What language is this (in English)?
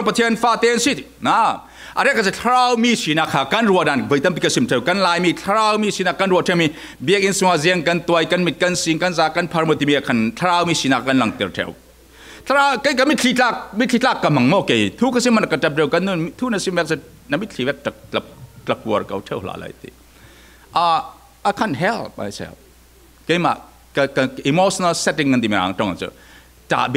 Falam Chin